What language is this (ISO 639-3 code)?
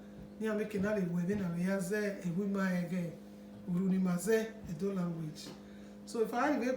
bin